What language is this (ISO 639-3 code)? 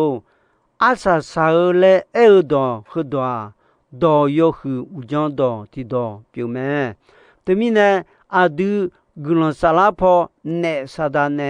ahk